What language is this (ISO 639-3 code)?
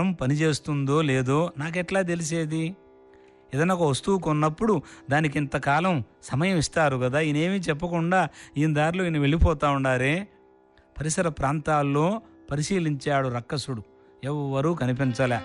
tel